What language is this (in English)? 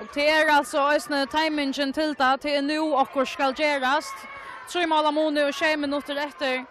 Faroese